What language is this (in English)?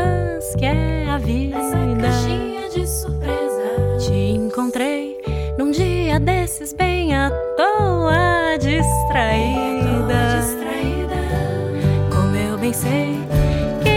Portuguese